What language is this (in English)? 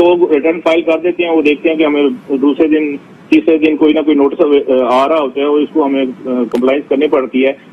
Urdu